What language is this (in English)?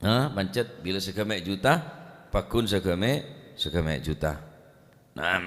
Madurese